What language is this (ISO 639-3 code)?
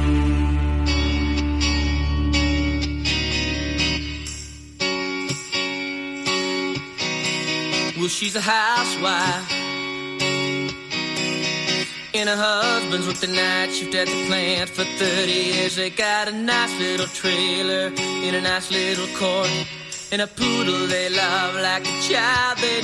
eng